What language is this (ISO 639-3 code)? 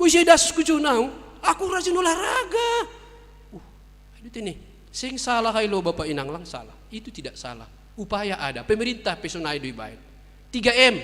bts